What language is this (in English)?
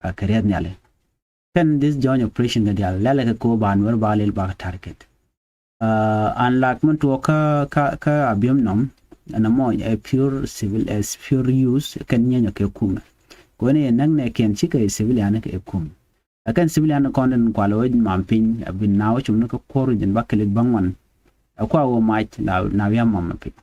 Nuer